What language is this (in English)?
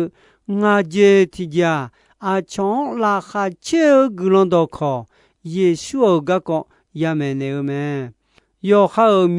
Akha